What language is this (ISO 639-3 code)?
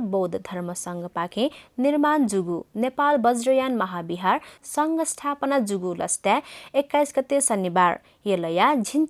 new